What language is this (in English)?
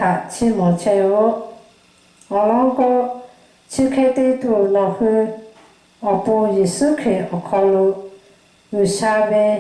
Lahu